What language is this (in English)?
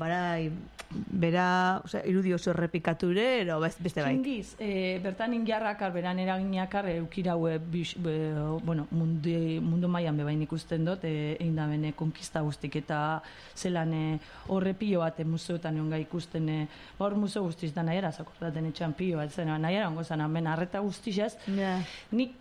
Basque